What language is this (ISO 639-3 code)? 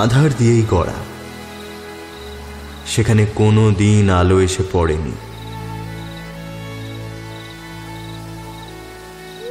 ben